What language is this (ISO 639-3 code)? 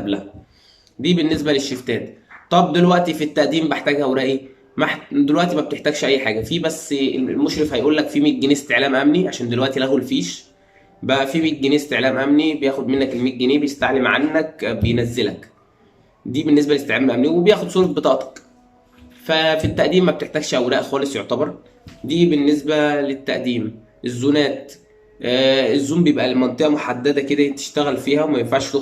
arz